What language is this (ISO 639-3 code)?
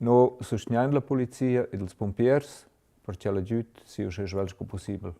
roh